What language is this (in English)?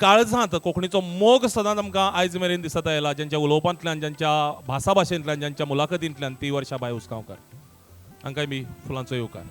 Konkani